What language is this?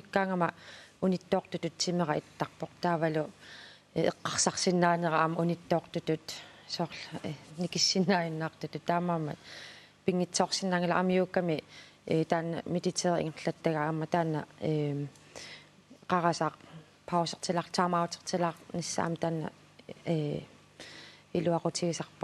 Kalaallisut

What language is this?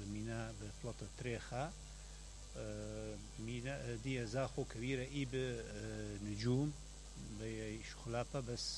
Mesopotamian Arabic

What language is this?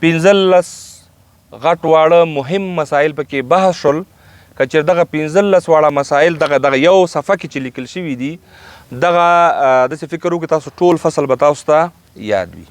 Pashto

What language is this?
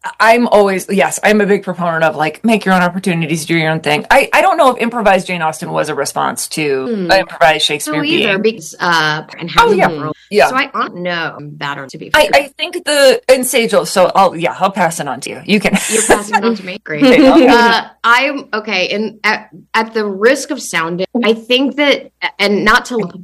English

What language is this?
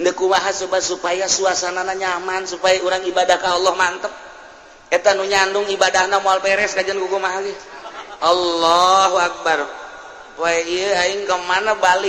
Sundanese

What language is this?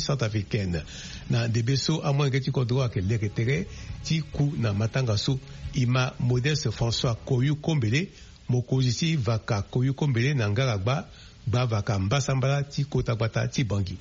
Sango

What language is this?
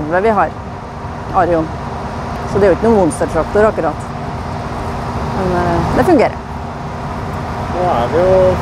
Norwegian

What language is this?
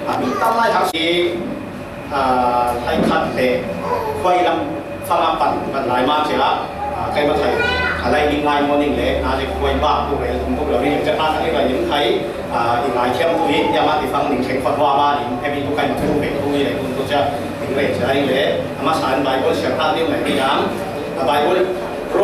Falam Chin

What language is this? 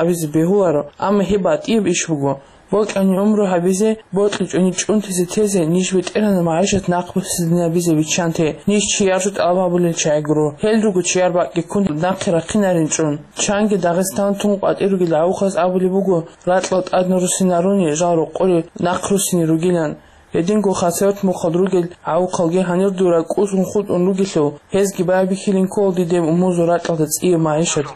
Avaric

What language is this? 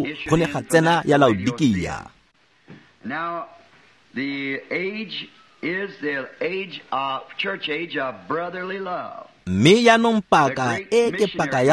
Tswana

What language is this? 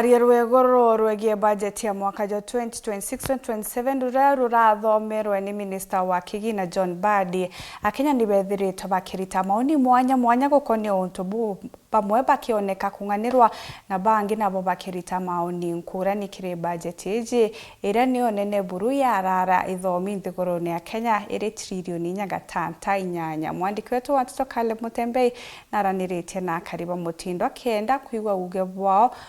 Meru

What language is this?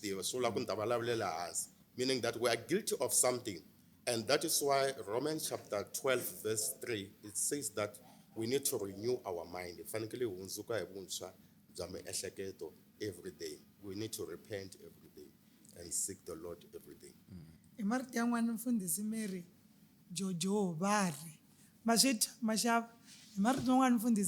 Tsonga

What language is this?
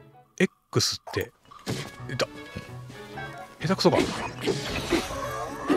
Japanese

